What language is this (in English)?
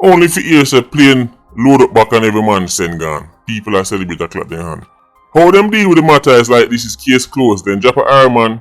Jamaican Creole English